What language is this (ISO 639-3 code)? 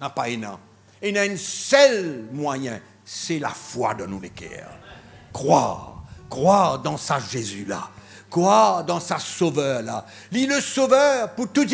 mfe